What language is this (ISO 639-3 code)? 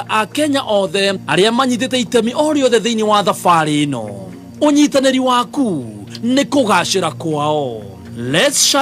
kik